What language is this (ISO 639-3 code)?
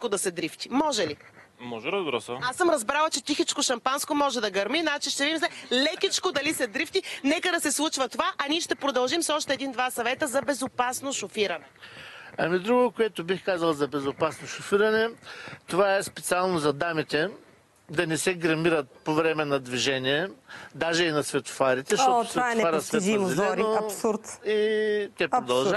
bul